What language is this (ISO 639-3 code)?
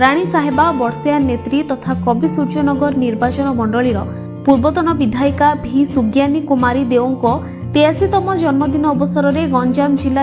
ori